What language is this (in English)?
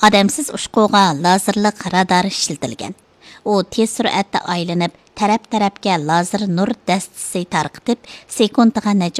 Uyghur